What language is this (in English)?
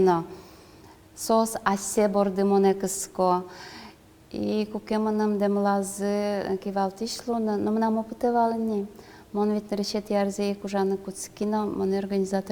Udmurt